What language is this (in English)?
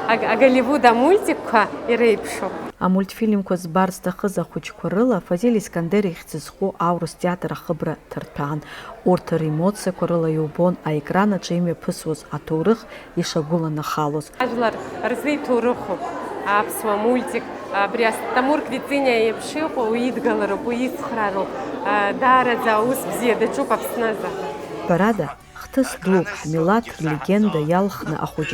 Abkhazian